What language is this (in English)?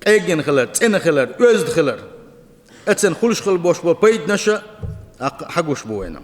Chechen